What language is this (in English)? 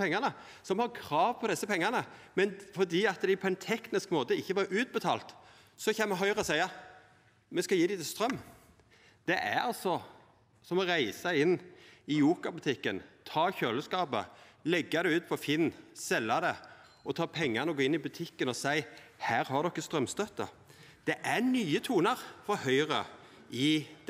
Norwegian